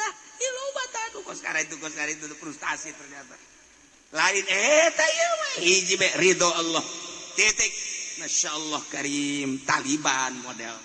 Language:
Sundanese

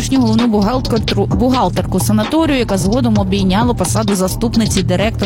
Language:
Ukrainian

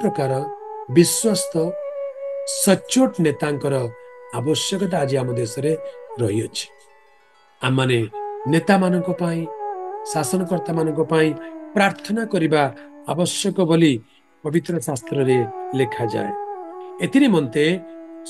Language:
Odia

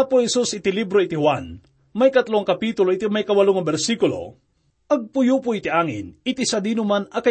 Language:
Iloko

